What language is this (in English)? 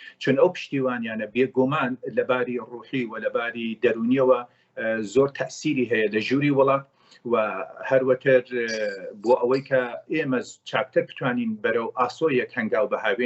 Central Kurdish